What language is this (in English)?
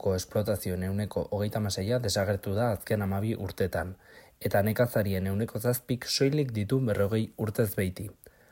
Basque